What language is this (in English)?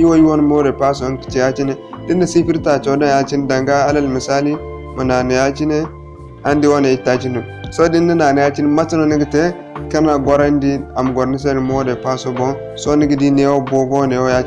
Zarma